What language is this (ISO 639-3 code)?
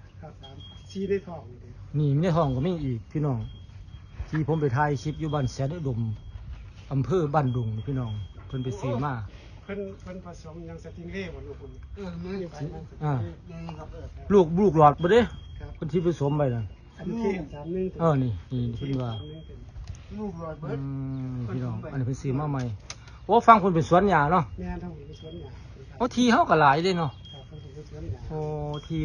tts